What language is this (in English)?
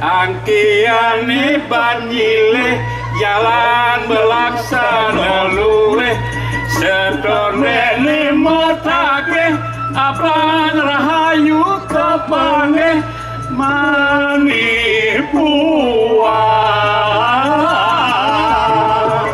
Balinese